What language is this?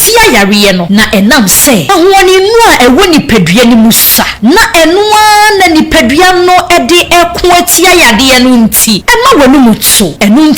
Akan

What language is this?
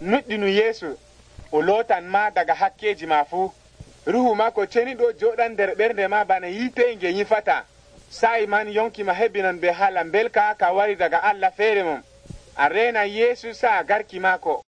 Nigerian Fulfulde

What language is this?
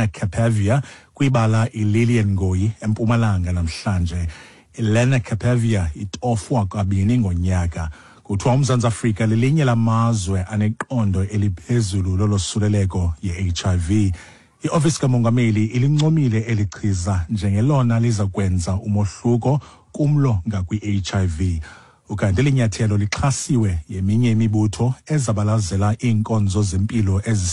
Xhosa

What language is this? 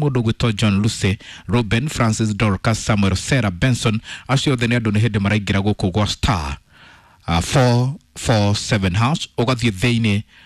Kikuyu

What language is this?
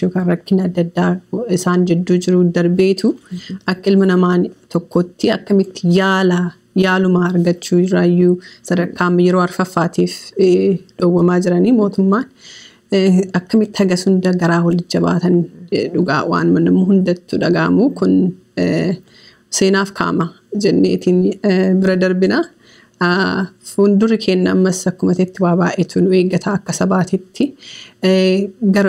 Oromo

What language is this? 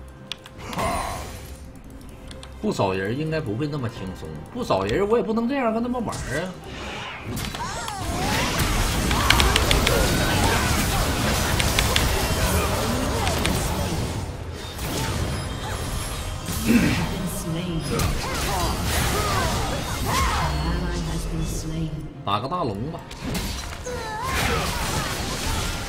Chinese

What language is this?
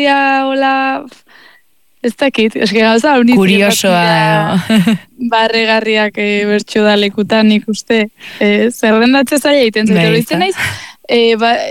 Basque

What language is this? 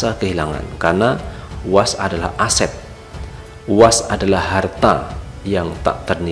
Indonesian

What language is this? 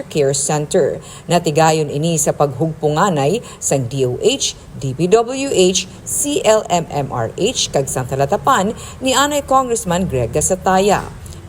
Hiligaynon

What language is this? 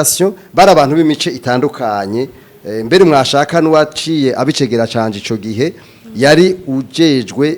Rundi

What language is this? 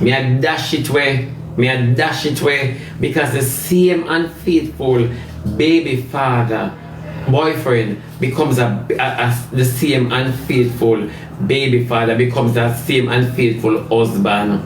Jamaican Creole English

